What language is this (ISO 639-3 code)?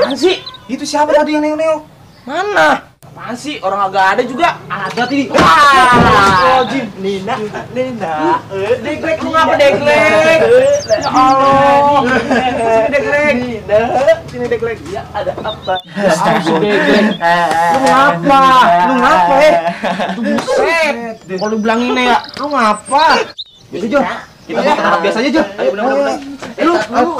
bew